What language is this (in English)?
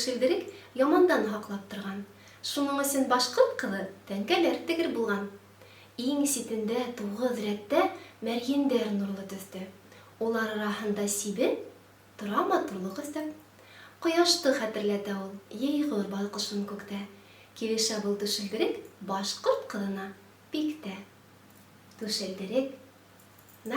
Bashkir